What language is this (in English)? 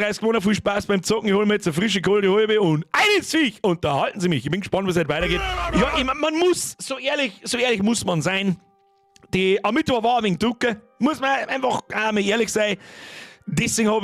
Bavarian